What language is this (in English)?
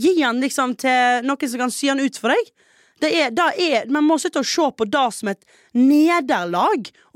Norwegian